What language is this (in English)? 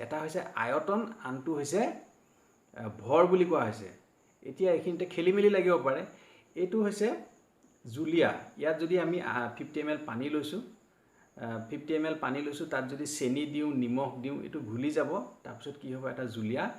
Assamese